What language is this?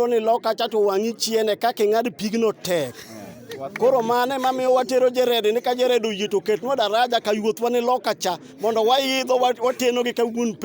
Luo (Kenya and Tanzania)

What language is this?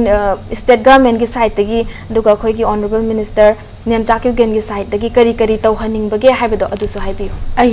Manipuri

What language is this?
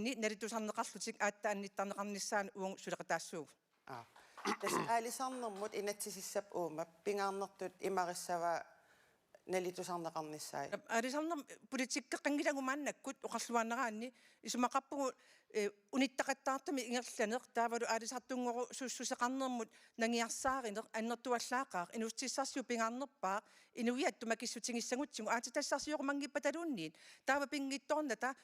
Kalaallisut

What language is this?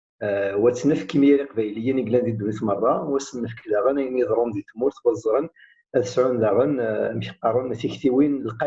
Kabyle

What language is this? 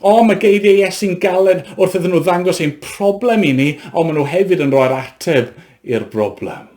Welsh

